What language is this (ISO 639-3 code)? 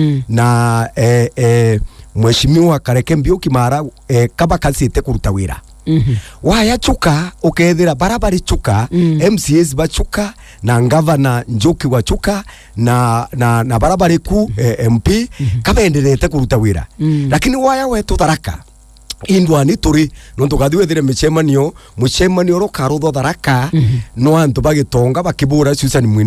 mer